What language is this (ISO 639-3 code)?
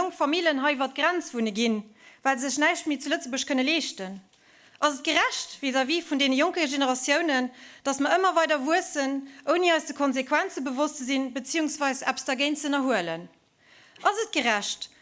ltz